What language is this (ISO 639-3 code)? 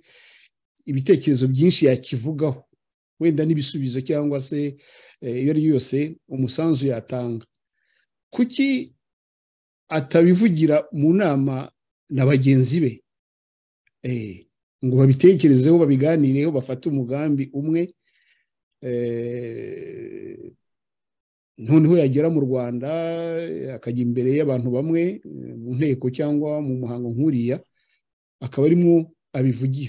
kin